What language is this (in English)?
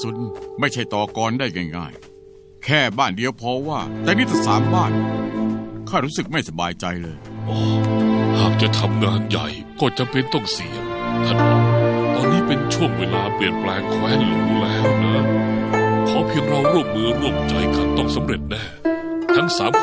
Thai